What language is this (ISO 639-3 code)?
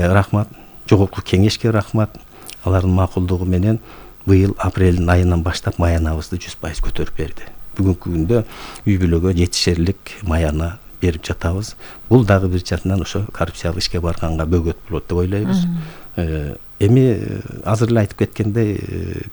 kir